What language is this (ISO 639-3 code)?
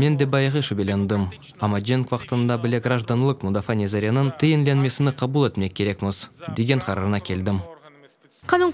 crh